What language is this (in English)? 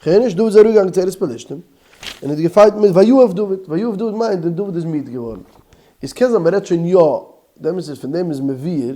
Yiddish